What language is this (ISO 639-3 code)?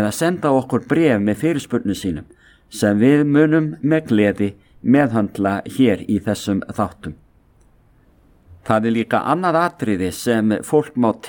isl